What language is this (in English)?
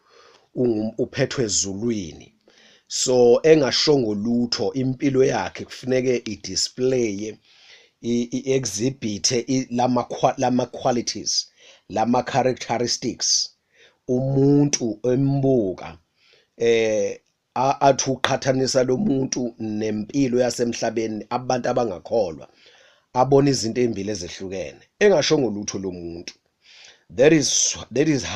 Zulu